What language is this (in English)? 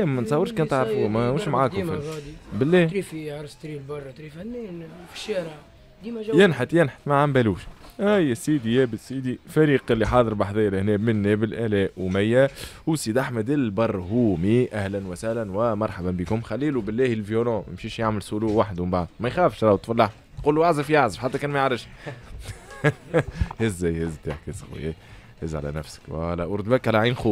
Tunisian Arabic